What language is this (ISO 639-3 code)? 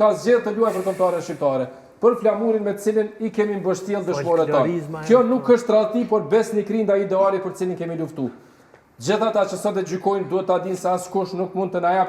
sqi